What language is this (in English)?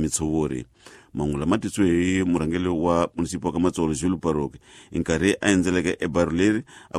Tsonga